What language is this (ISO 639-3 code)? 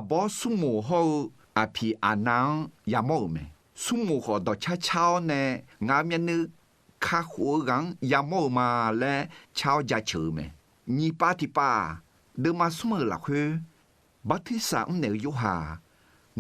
ahk